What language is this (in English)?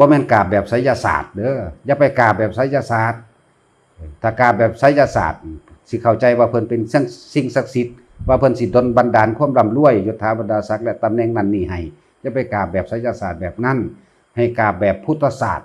Lao